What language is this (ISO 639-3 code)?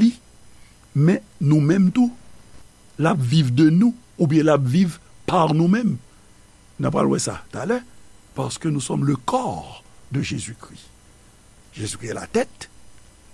hat